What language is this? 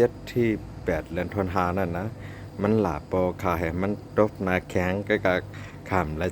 Shan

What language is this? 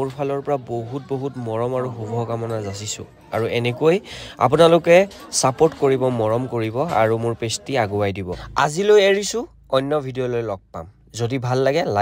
Assamese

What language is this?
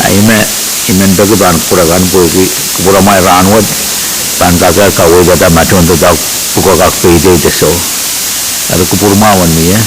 Pohnpeian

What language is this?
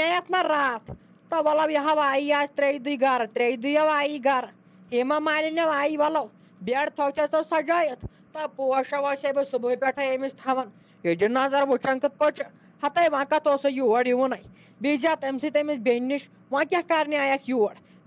Kashmiri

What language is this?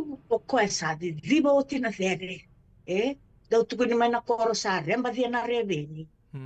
Fijian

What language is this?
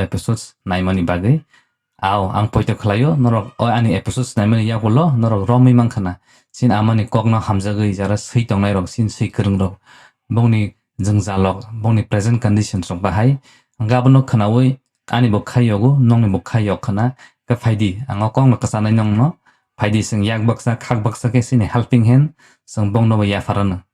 Kok Borok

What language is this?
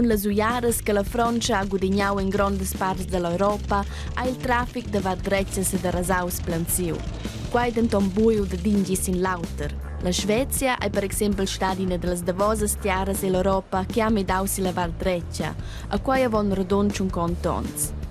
Romansh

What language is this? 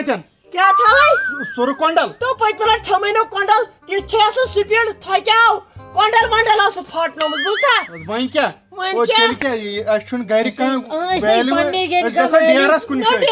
Kashmiri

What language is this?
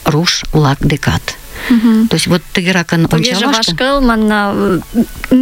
Mari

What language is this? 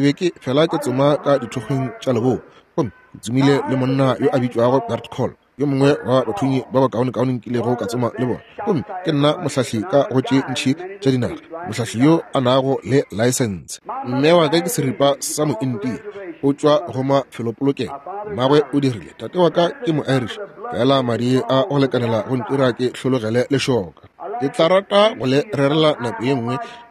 Northern Sotho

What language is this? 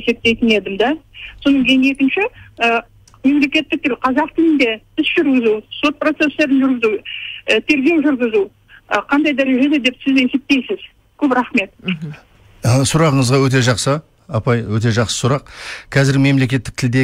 Kazakh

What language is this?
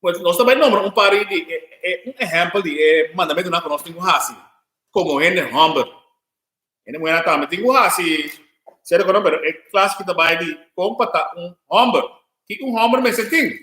Papiamento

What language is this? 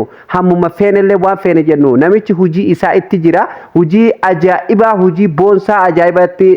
Oromo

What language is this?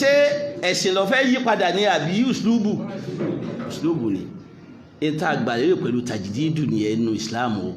Yoruba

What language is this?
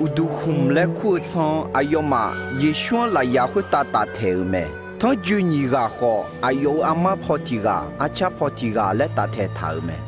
Akha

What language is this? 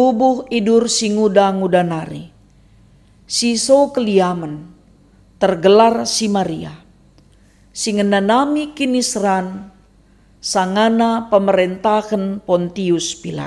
Batak Karo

